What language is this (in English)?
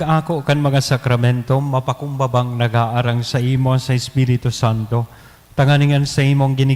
Bikol